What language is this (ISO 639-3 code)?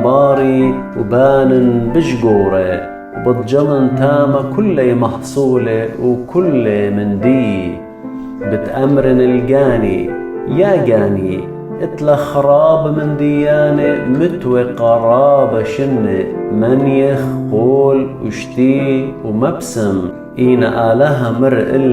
aii